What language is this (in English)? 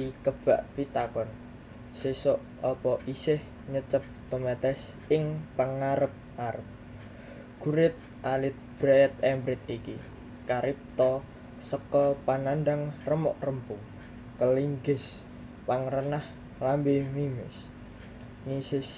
Javanese